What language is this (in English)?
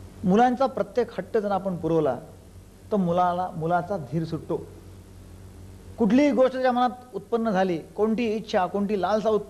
Marathi